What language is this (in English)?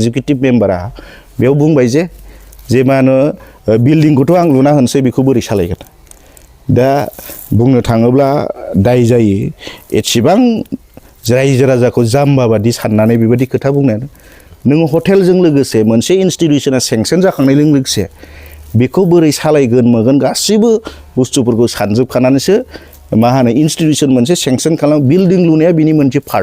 Bodo